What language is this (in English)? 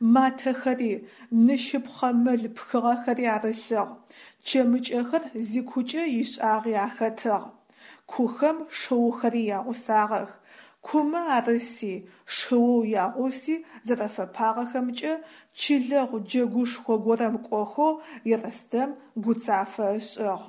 Adyghe